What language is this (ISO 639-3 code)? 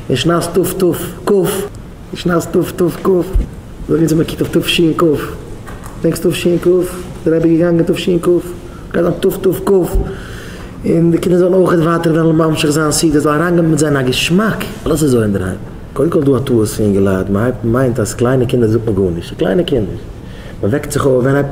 yid